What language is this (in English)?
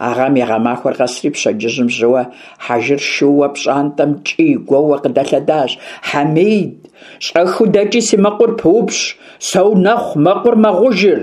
Kabardian